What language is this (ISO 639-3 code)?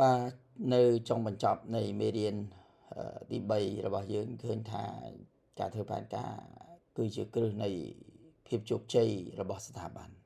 khm